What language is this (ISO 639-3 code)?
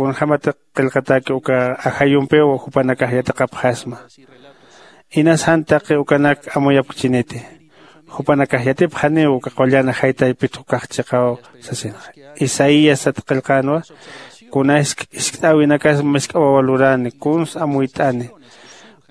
aym